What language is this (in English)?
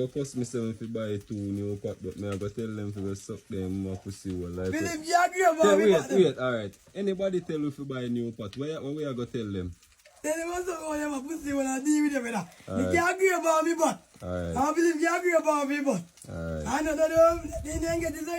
Jamaican Creole English